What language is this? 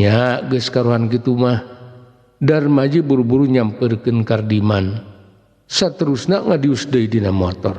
Sundanese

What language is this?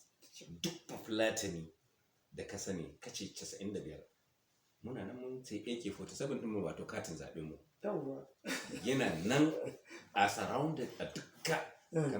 Hausa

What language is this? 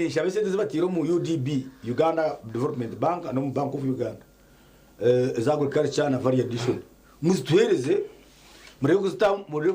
Nyankole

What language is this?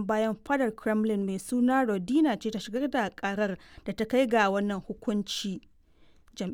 Hausa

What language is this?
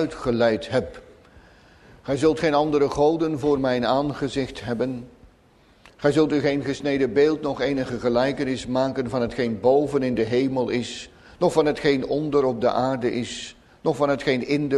Dutch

